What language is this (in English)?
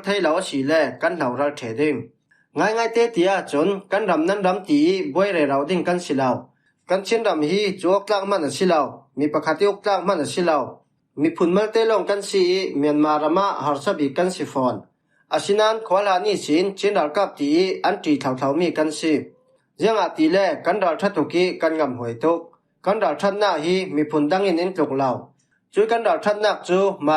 Falam Chin